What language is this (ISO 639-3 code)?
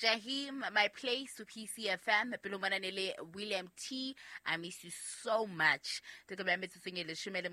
sot